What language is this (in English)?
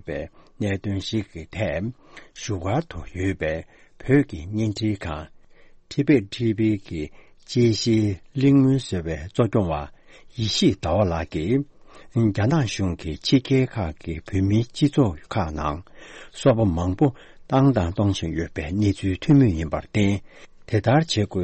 Tibetan